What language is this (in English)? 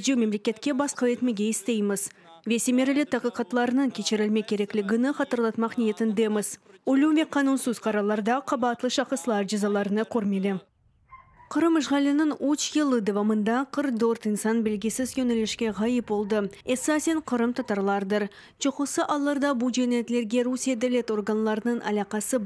Crimean Tatar